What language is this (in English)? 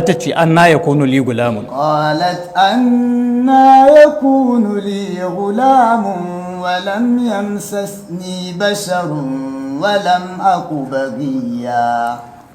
Hausa